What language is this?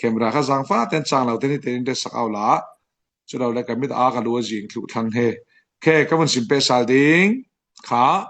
Falam Chin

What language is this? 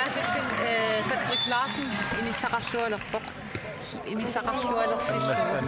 Kalaallisut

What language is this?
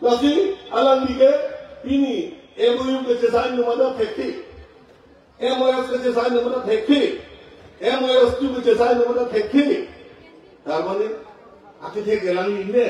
Karbi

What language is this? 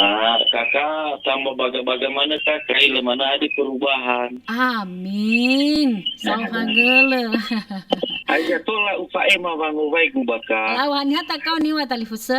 Nias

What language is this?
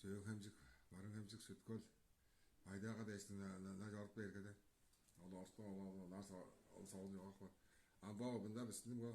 Tuvinian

